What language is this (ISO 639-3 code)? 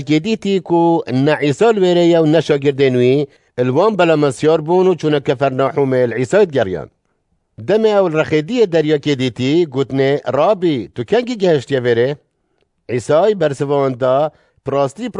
kur